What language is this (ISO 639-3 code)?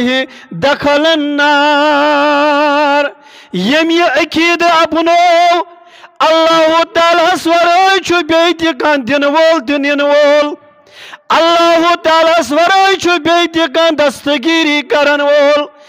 kas